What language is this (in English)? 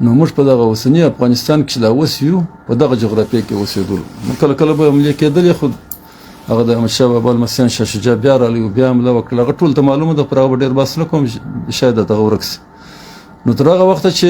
Pashto